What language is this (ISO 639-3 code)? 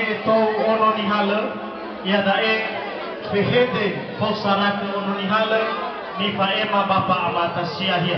nia